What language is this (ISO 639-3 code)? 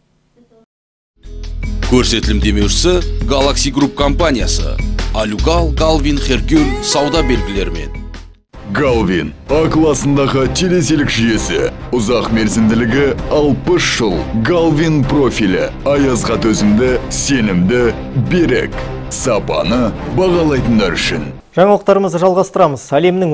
kaz